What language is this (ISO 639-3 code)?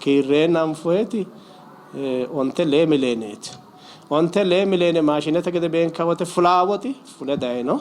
sid